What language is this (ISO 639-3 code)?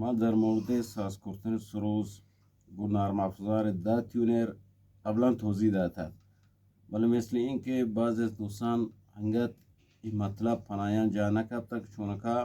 bgp